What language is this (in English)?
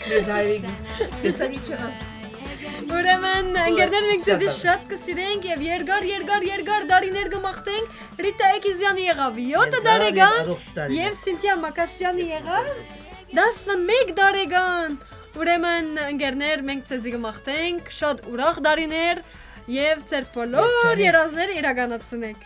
Western Armenian